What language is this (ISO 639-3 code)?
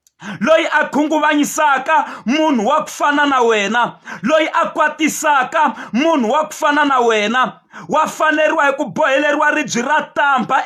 tso